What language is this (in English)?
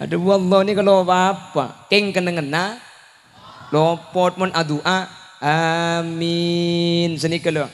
Madurese